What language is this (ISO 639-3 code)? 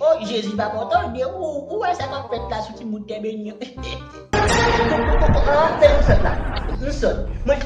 hat